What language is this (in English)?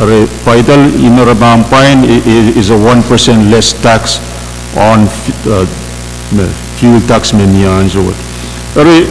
Pohnpeian